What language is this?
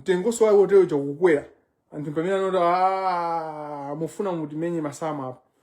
Nyanja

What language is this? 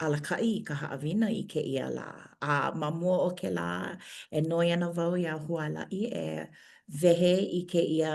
Hawaiian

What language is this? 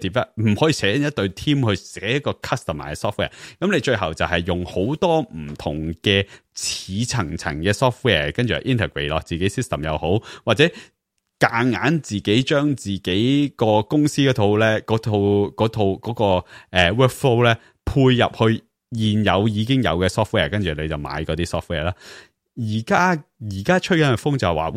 Cantonese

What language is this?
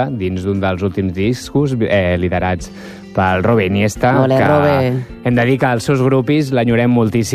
Catalan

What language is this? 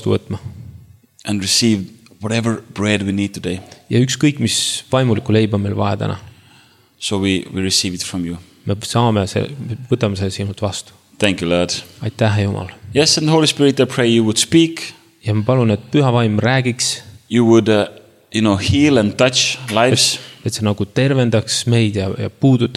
Estonian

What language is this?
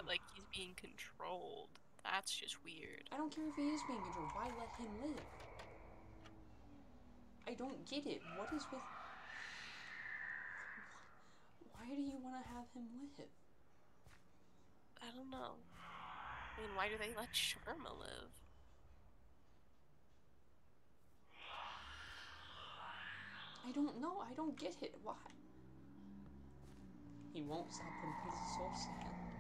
English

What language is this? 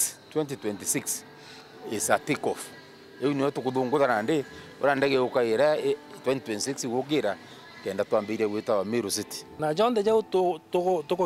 Meru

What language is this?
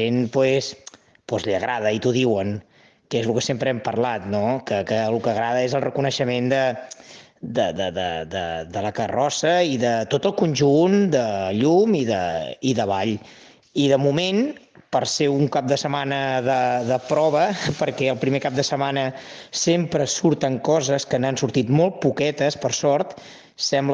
Catalan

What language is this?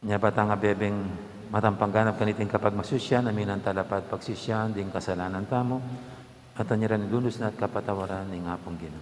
Pampanga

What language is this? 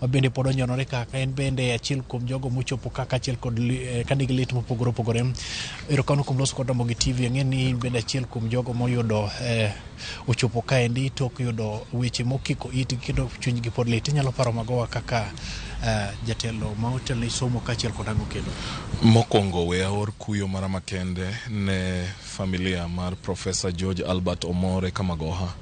Luo (Kenya and Tanzania)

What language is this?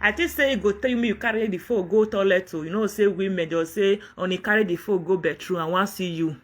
Nigerian Pidgin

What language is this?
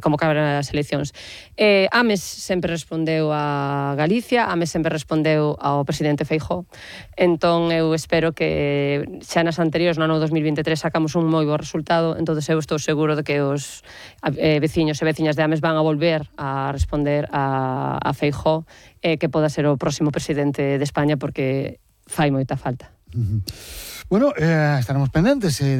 Galician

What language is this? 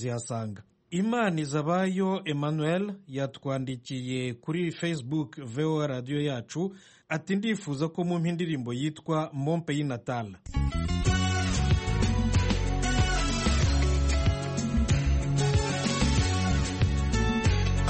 Kinyarwanda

